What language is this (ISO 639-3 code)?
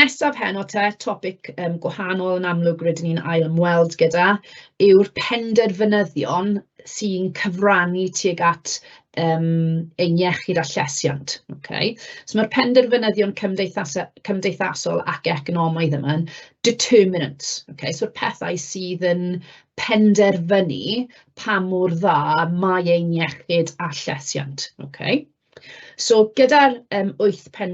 cym